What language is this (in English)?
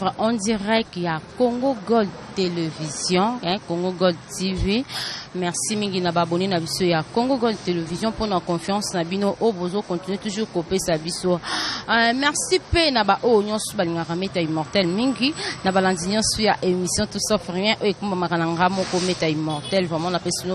Lingala